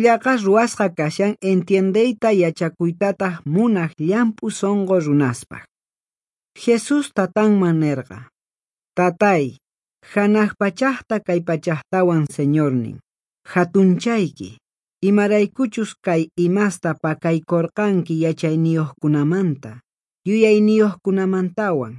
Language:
Quechua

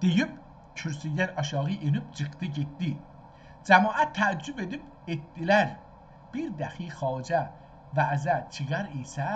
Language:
South Azerbaijani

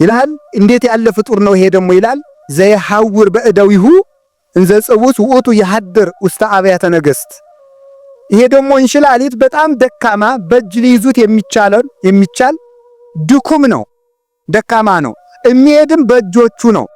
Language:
Amharic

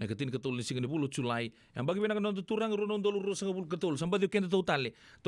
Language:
Fijian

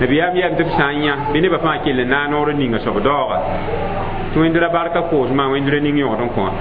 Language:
Mossi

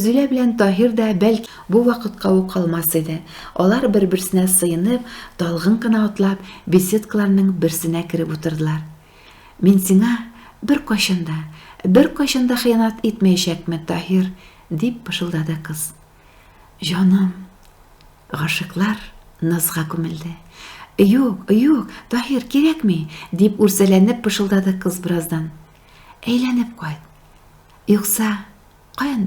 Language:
Tatar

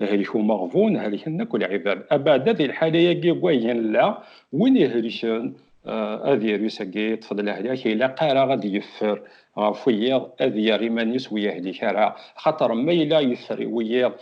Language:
Kabyle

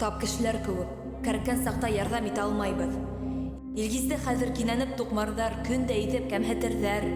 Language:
Bashkir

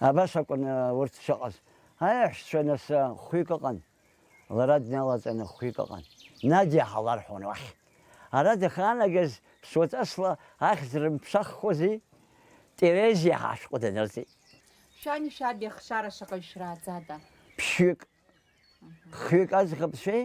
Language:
Abkhazian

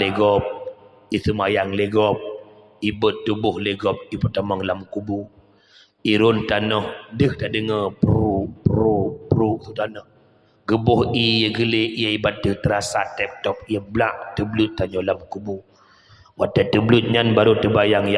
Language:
Achinese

